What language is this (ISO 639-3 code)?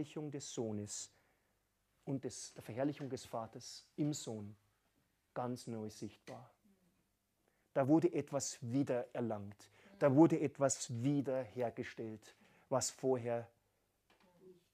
deu